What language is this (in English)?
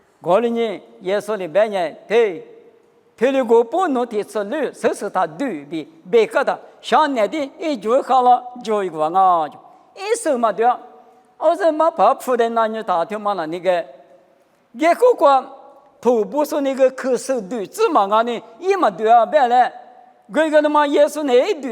Lisu